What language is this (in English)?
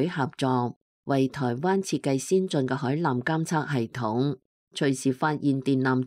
Cantonese